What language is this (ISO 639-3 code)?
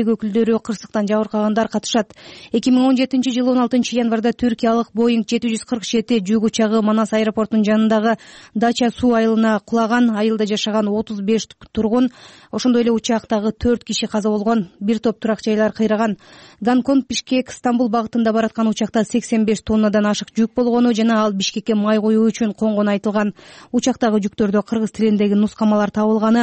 kir